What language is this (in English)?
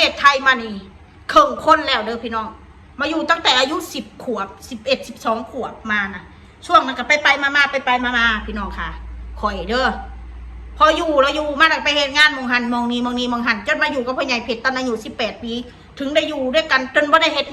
Northeastern Thai